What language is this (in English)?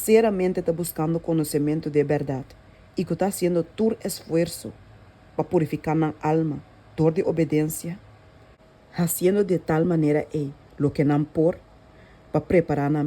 Papiamento